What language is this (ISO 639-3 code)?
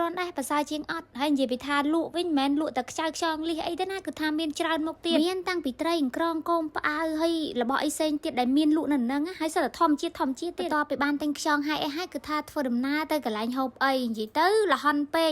khm